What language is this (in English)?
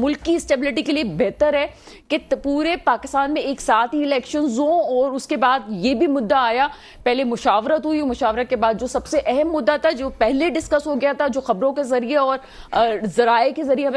Urdu